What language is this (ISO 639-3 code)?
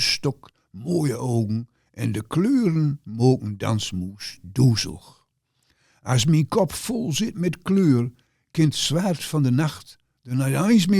gos